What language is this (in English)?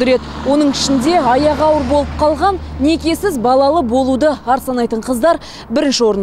Kazakh